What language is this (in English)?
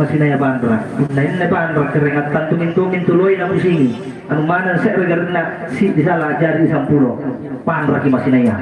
Makasar